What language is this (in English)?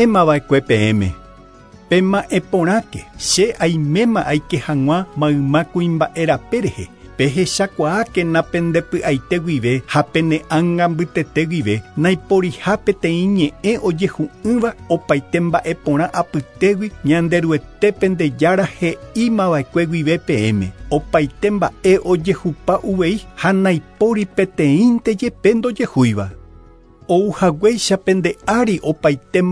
Guarani